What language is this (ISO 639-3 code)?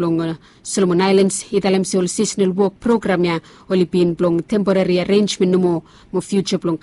bis